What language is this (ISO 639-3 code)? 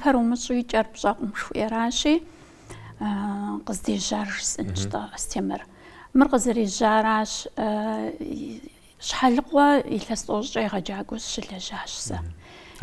kbd